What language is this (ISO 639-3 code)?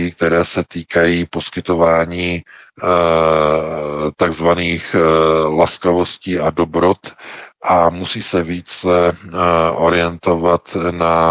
ces